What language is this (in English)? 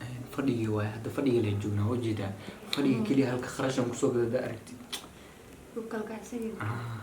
Somali